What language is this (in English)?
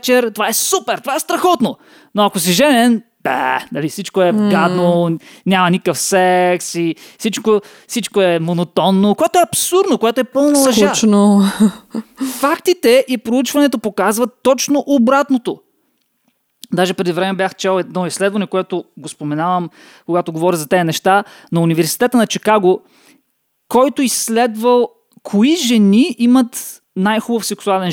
Bulgarian